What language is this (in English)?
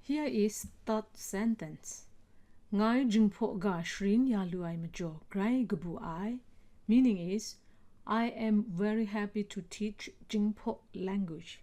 Kachin